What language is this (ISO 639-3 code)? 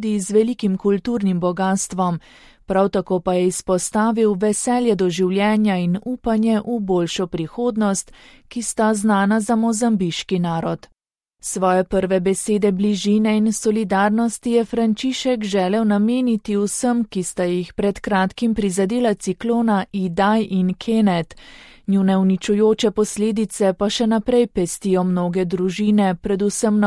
slv